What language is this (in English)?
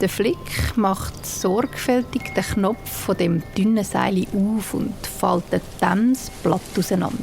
Swiss German